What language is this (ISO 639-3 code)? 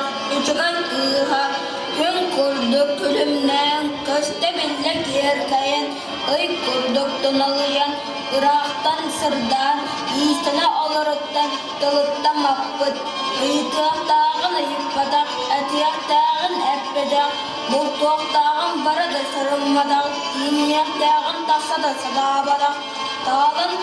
sah